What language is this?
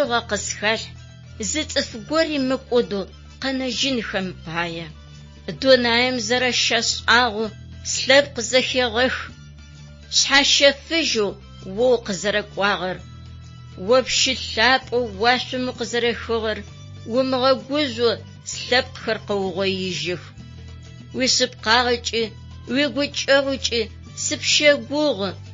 Adyghe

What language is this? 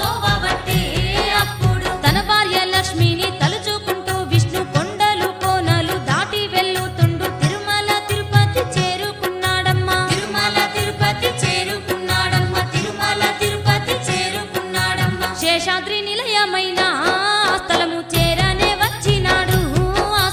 Telugu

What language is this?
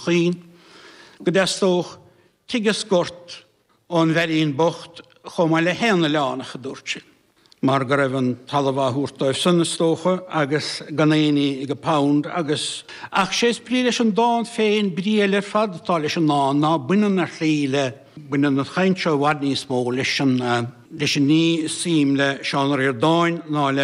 Irish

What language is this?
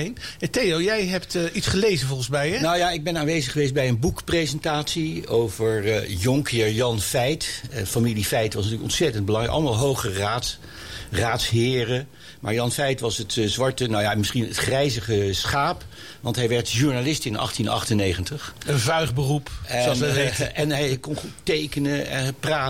Dutch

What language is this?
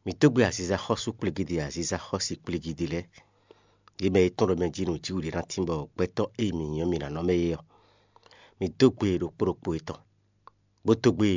Fon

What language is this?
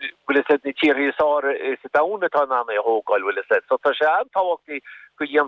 Irish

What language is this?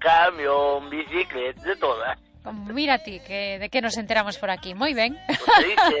Galician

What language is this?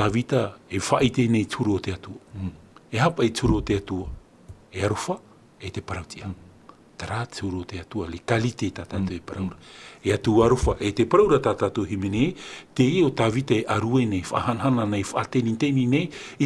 Tahitian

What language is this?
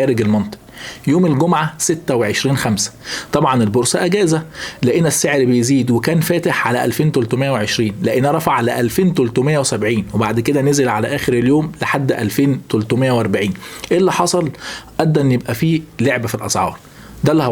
Egyptian Arabic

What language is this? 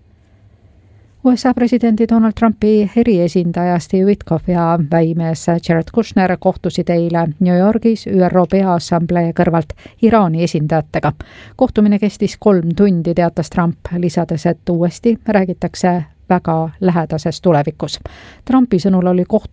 Estonian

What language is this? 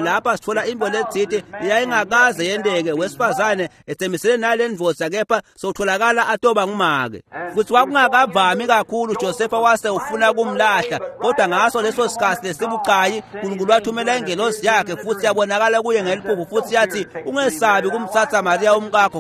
Swati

